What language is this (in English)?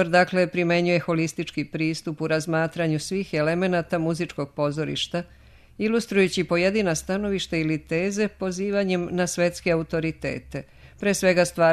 Serbian